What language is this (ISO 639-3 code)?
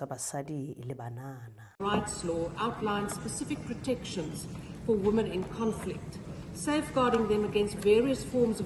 sot